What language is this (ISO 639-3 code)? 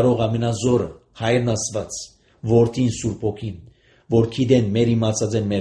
hye